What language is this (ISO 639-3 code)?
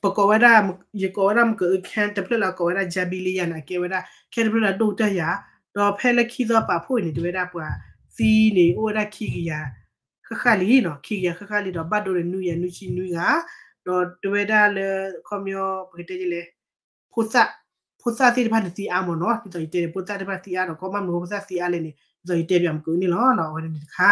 ksw